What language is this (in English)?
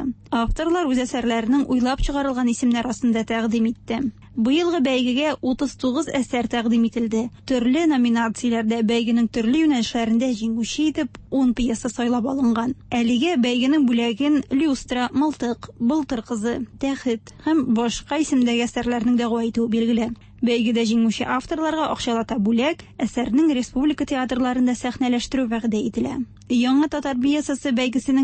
Tatar